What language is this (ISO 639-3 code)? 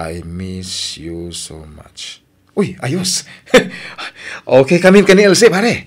ilo